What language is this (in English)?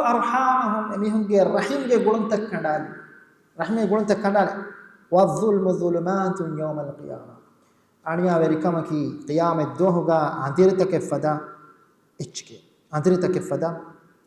Divehi